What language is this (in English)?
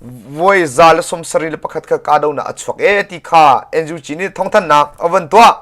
Hakha Chin